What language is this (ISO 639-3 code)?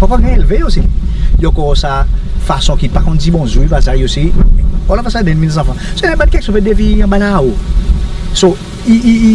crs